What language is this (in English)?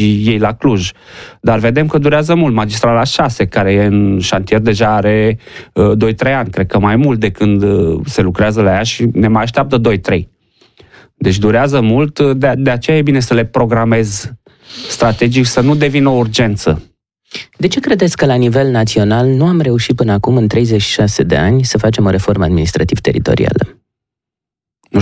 Romanian